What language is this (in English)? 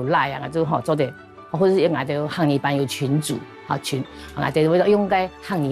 Hakka Chinese